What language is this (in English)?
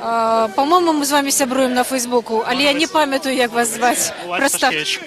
Belarusian